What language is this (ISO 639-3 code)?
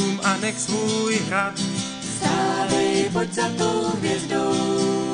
ces